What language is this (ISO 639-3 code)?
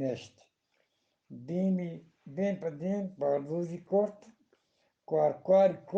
bgp